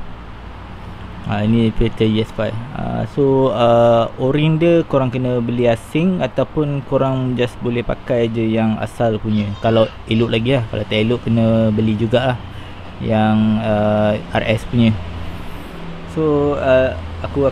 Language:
Malay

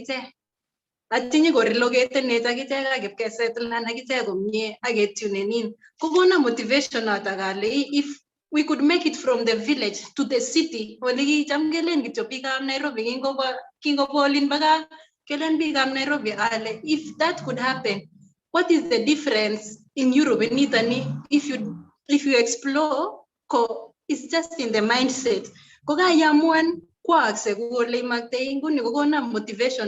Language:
Kalenjin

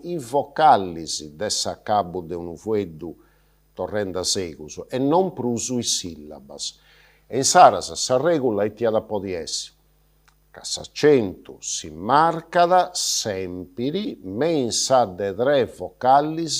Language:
Sardinian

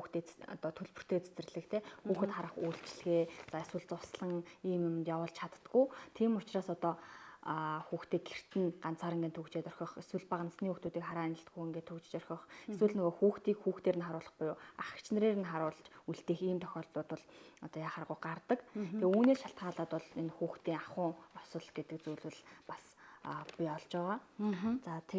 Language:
Mongolian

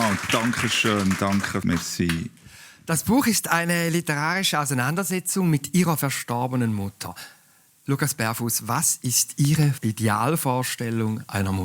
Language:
Swiss German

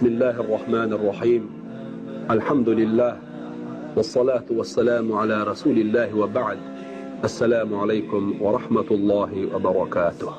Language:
Chechen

